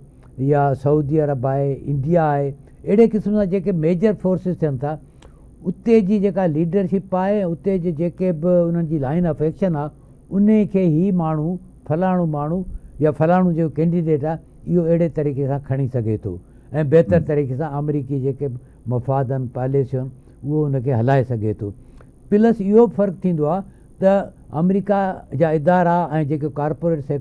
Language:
Sindhi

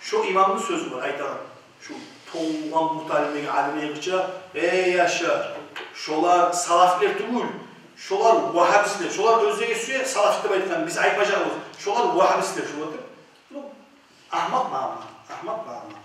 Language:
Kumyk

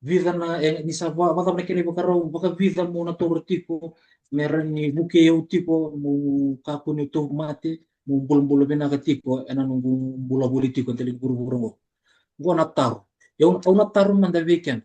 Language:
Fijian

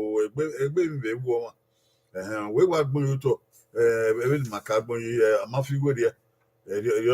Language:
Bini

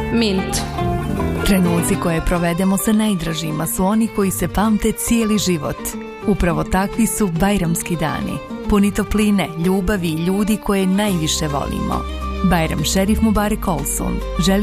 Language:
Bosnian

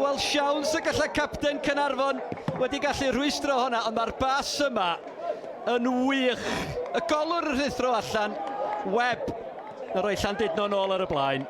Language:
Welsh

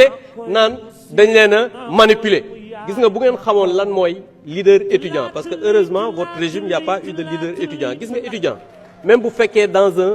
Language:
Wolof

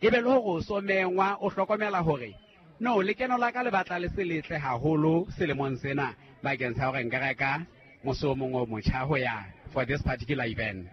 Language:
Southern Sotho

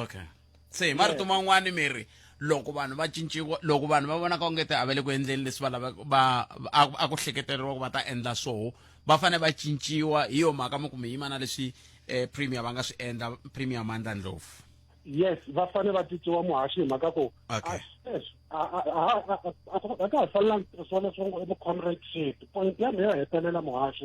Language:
Tsonga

